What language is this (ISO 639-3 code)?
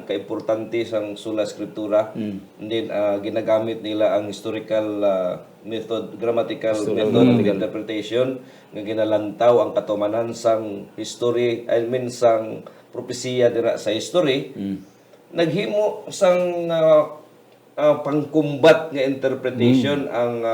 hil